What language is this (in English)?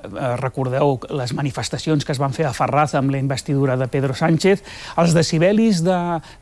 Catalan